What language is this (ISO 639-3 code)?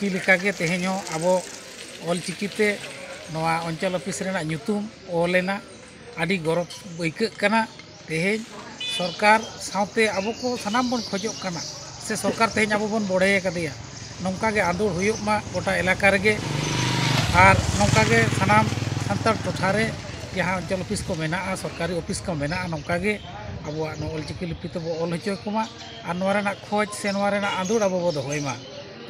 sat